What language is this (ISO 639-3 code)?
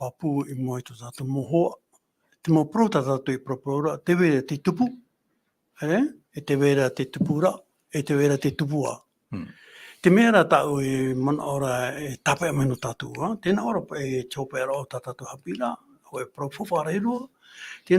tah